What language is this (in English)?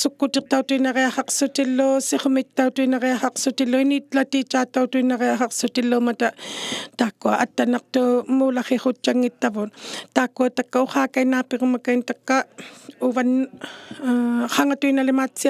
Inuktitut